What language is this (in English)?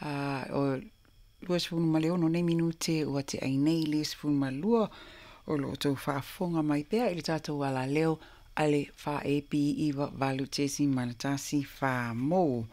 Samoan